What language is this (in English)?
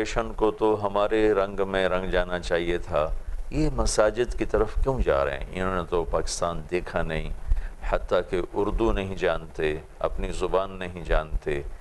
Urdu